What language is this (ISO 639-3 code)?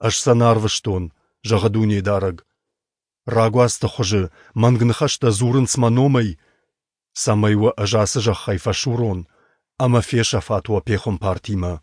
oss